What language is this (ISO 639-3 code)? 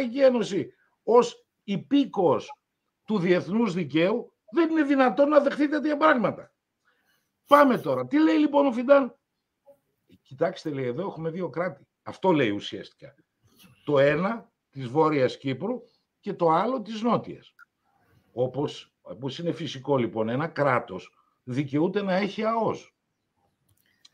ell